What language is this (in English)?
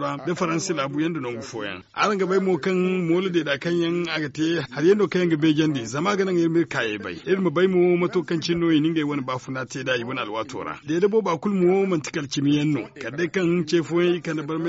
Zarma